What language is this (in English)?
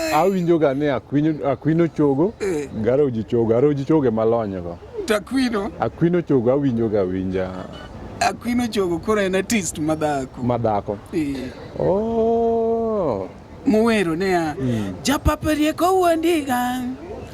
Luo (Kenya and Tanzania)